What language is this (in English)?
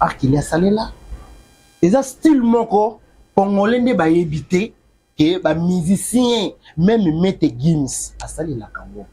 Lingala